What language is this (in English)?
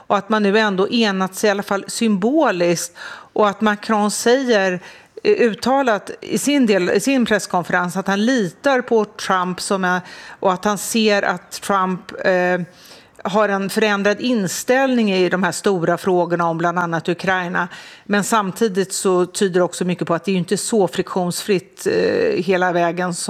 Swedish